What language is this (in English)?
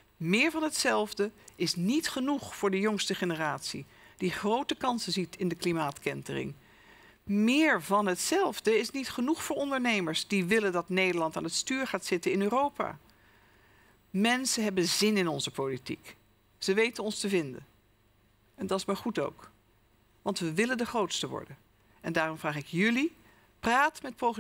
Dutch